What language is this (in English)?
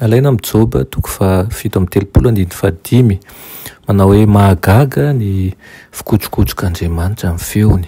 Malagasy